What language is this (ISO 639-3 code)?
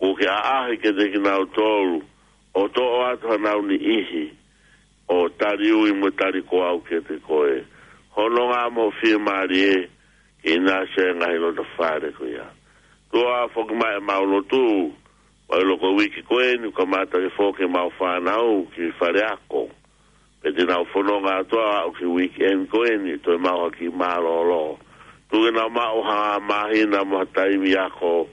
ton